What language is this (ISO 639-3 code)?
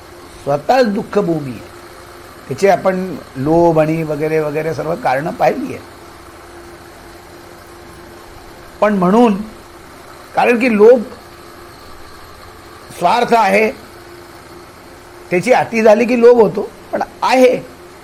mar